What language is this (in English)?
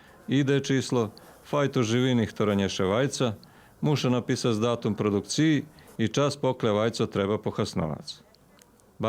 Rusyn